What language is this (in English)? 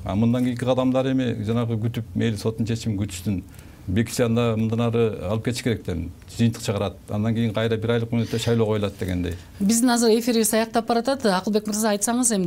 Kyrgyz